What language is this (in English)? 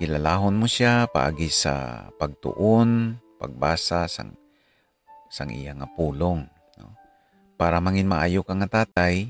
Hiligaynon